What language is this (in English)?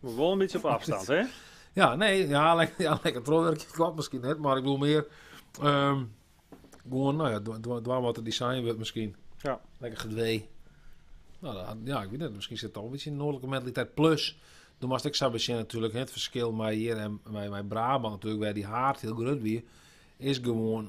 Western Frisian